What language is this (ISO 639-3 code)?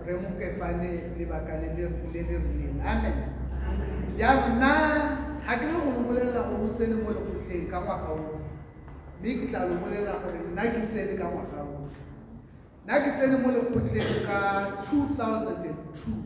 tsn